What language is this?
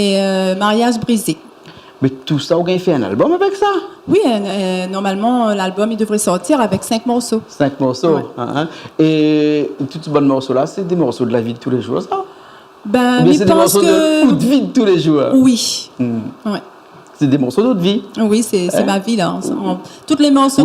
Réunion Creole French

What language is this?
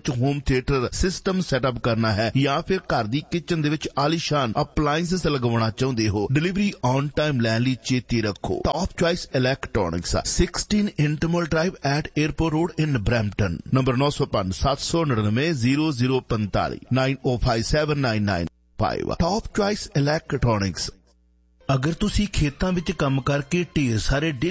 Punjabi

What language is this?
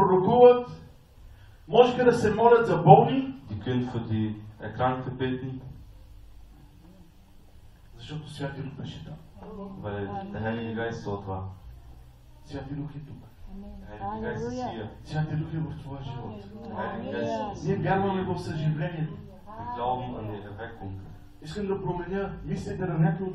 Bulgarian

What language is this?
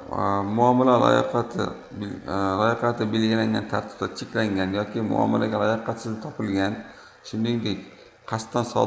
Uzbek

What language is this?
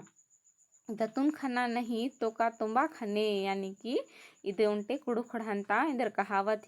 Kurukh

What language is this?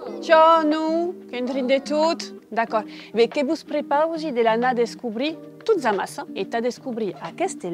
Occitan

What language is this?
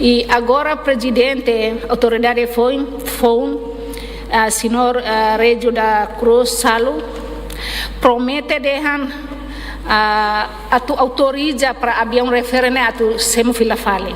Tetum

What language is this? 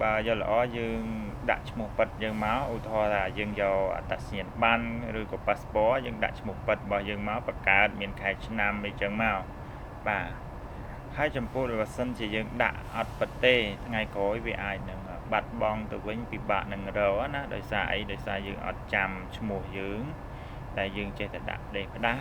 Khmer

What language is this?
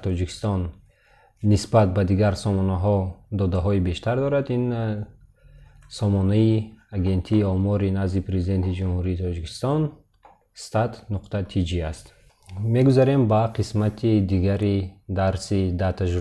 Tajik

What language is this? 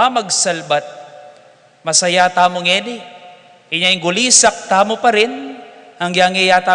Pampanga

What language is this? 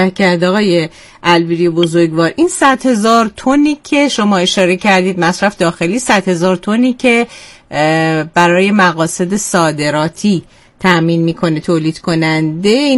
Persian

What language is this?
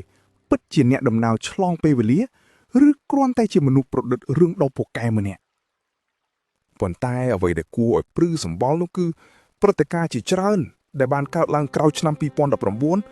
Khmer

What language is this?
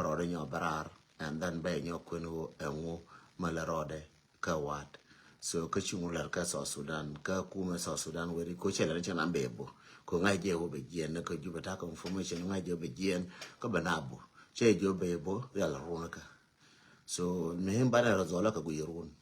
Nuer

